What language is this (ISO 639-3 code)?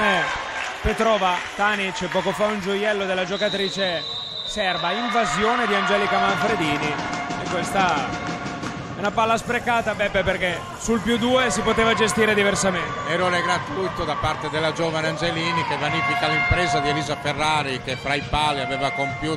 ita